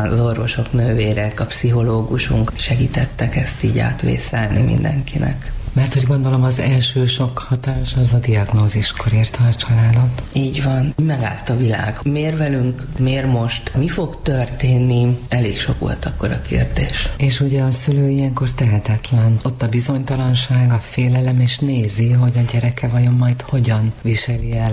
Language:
Hungarian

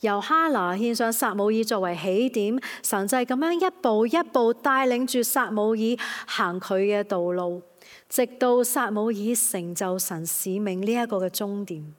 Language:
Cantonese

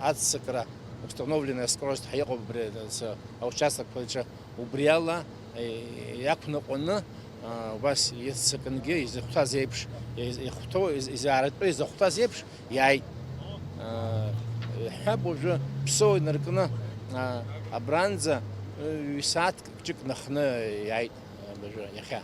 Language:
Abkhazian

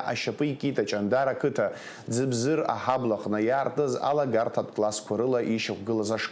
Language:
Abkhazian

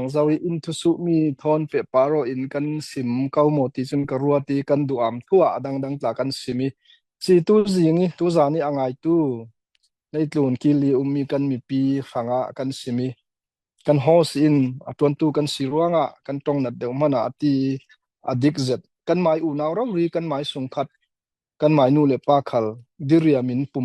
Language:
Falam Chin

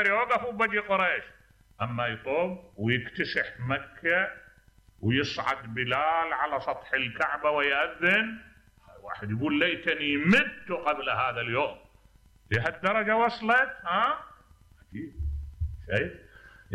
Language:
Mesopotamian Arabic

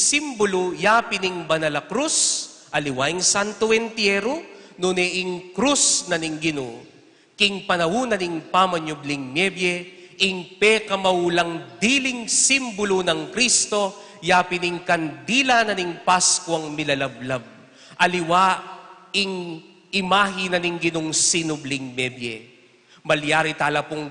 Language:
Pampanga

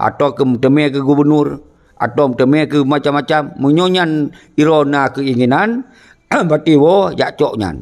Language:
Achinese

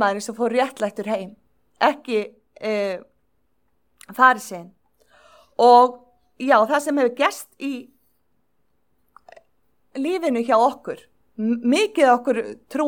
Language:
Icelandic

